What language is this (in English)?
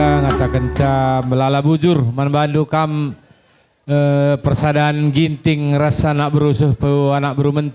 Batak Karo